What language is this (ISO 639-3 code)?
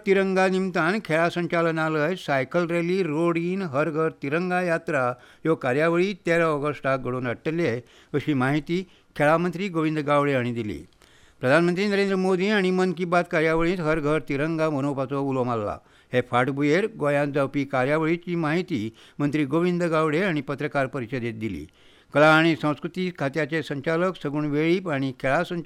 kok